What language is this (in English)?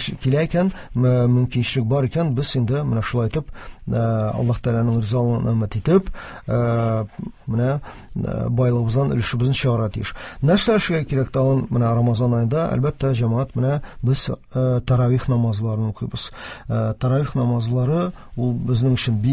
Tatar